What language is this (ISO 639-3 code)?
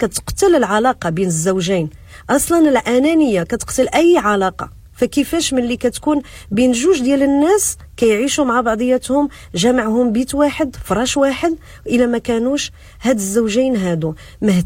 ary